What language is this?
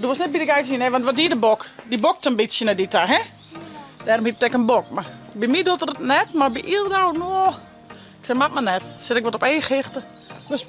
Western Frisian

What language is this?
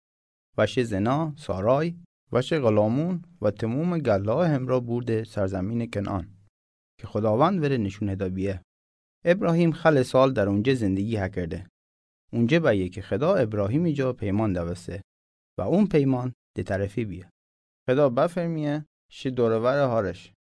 Mazanderani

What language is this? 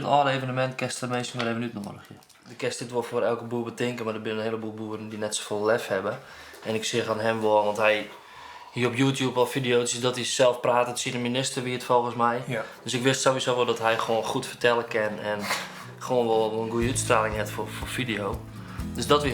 Western Frisian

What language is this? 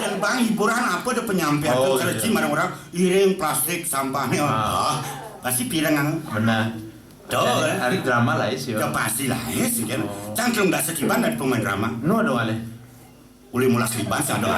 Balinese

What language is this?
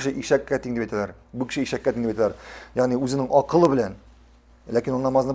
Tatar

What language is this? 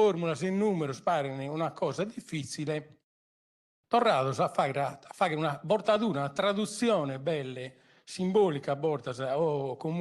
Sardinian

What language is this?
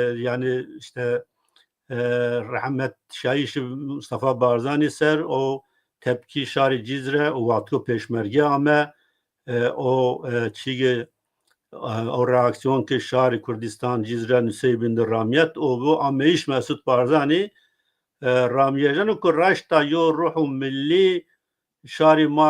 Zaza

